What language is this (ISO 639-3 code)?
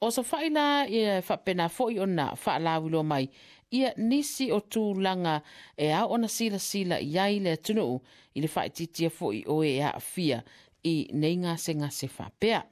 smo